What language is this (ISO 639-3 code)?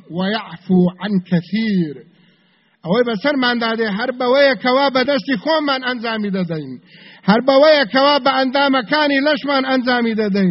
ckb